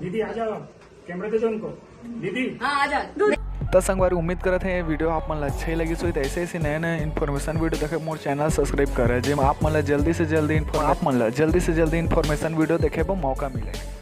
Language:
Chhattisgarhi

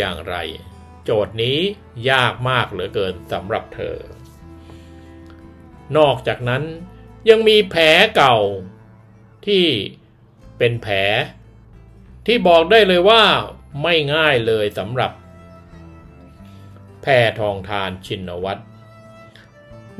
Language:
Thai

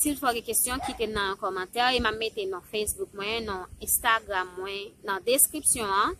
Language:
Haitian Creole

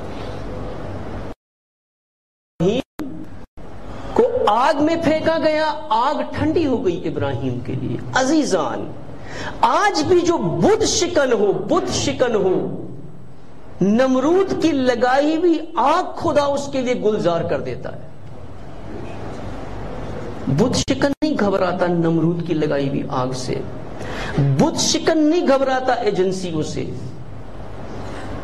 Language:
Urdu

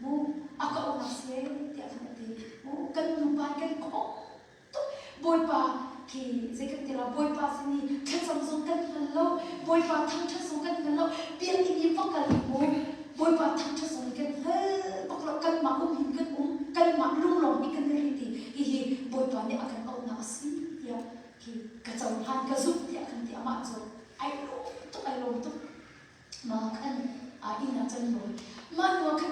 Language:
Hakha Chin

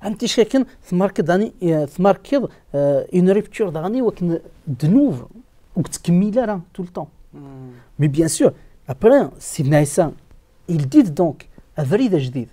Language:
Kabyle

